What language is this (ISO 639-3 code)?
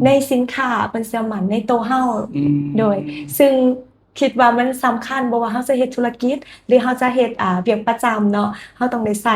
lao